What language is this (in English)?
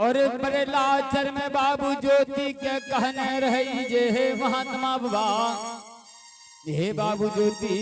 Angika